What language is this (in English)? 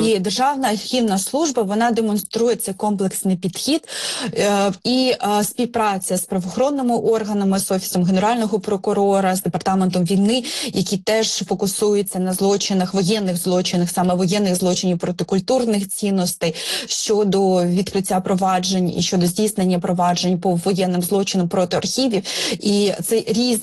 Ukrainian